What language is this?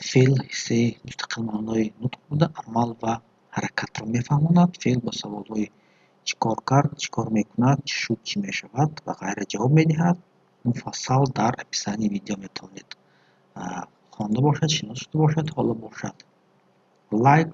Tajik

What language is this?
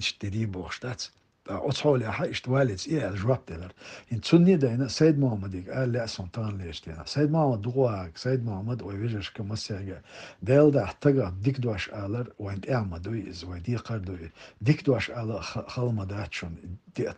Chechen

